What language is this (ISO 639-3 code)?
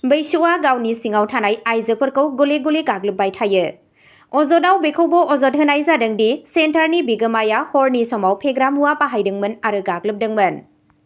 brx